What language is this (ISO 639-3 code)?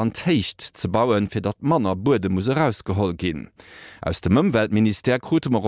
ltz